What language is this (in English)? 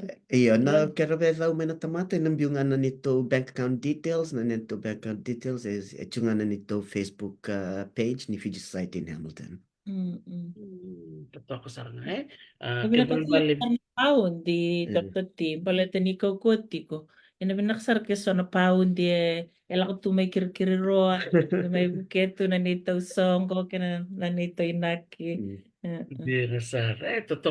Fijian